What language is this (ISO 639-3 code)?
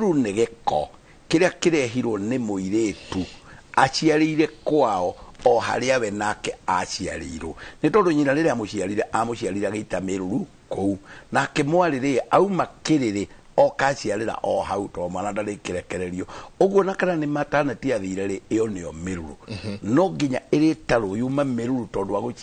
kik